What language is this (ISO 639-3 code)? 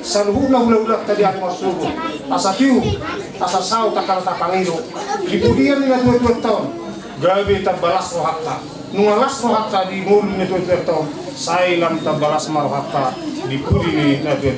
bbc